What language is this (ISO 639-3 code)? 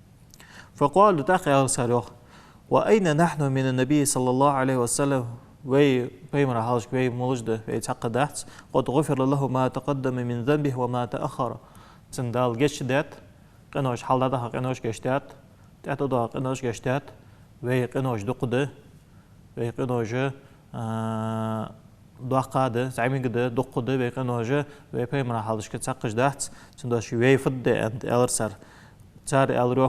inh